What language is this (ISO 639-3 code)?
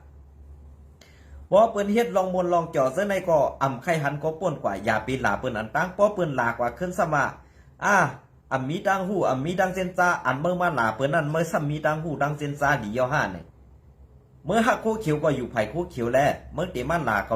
shn